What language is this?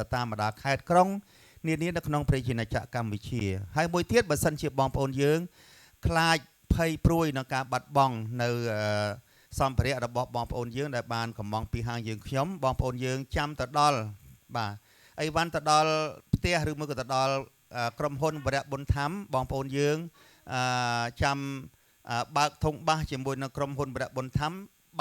Khmer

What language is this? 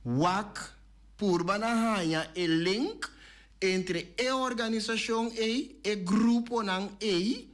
Papiamento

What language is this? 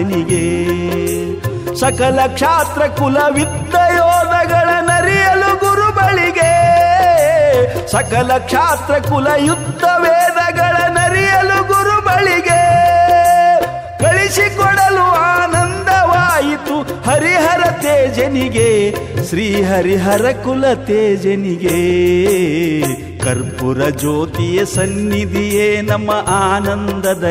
Kannada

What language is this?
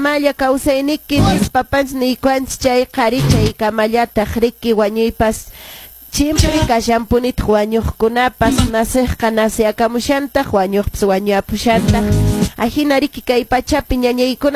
Quechua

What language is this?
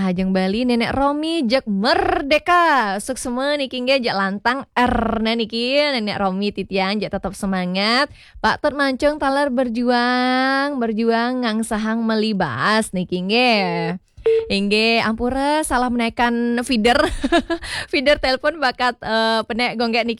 Balinese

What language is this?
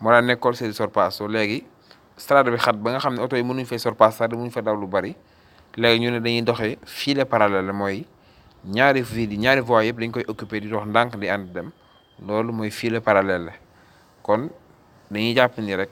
Wolof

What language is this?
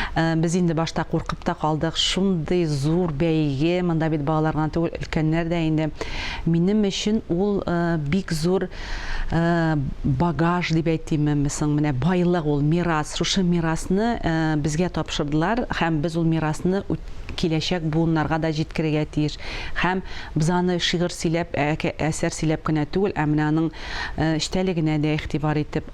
Tatar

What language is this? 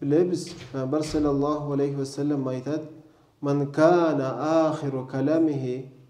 Karachay-Balkar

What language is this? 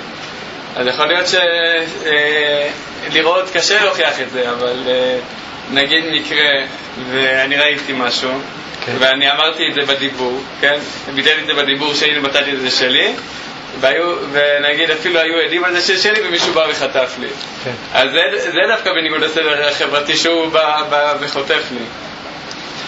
Hebrew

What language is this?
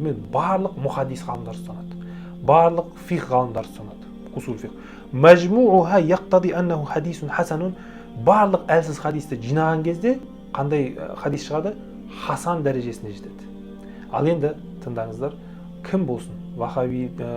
Kazakh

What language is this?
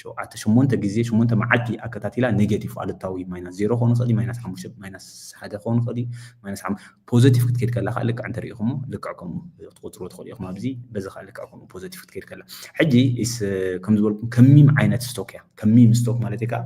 Tigrinya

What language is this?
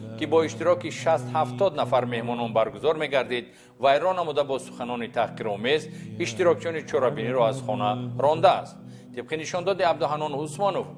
Tajik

